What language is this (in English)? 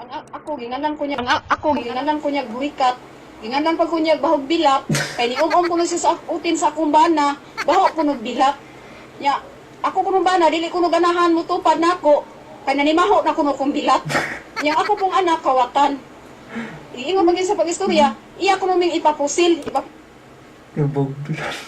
Cebuano